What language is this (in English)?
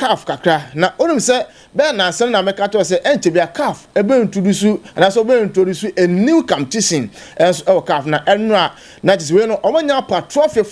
Akan